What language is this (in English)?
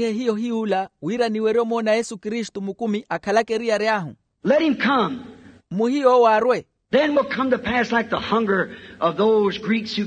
Makhuwa